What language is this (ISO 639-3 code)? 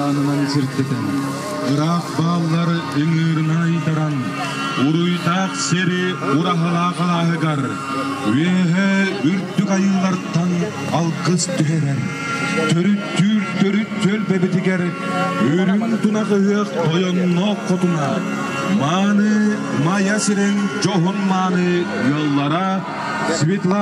sah